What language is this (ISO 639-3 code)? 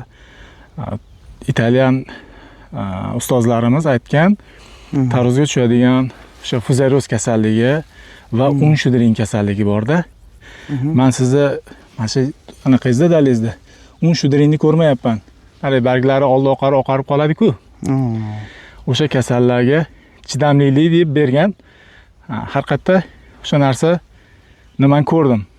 uzb